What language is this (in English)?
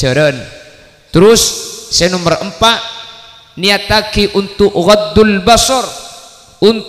Madurese